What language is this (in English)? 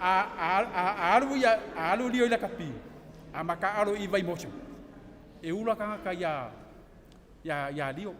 Samoan